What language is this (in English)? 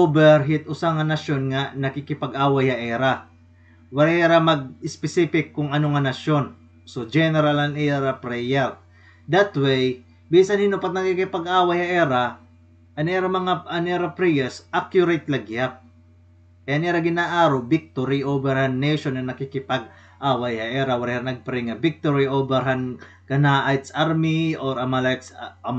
Waray